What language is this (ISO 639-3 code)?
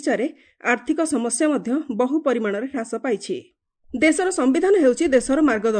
ori